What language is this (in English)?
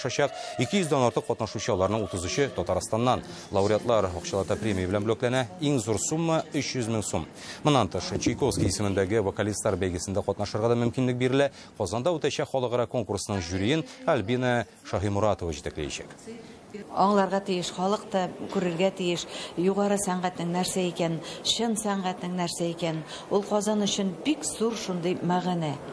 Tatar